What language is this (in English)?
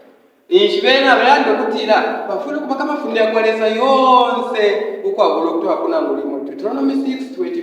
Bemba